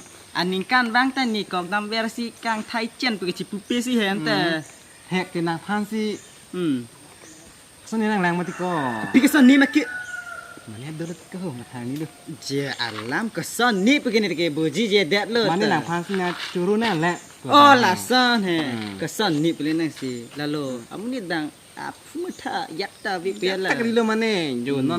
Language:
Karbi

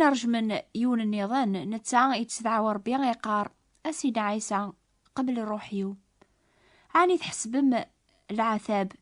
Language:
Kabyle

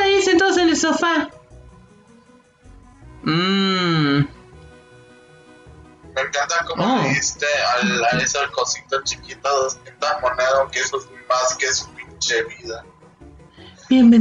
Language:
Spanish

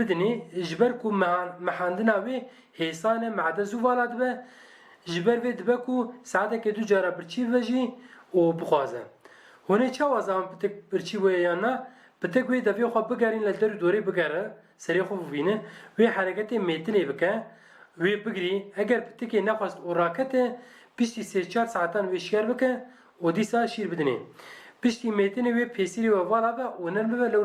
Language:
Kurdish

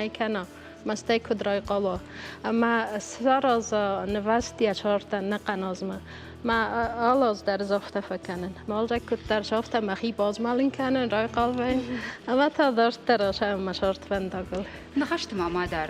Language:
Ossetic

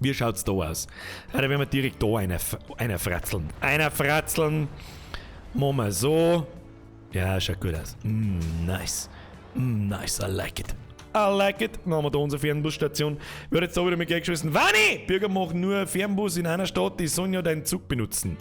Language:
Bavarian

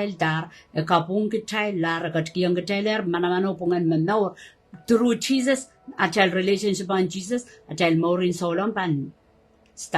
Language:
Pohnpeian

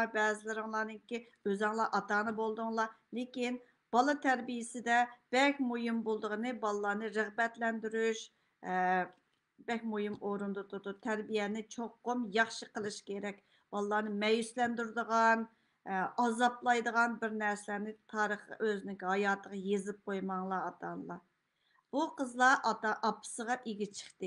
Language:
Uyghur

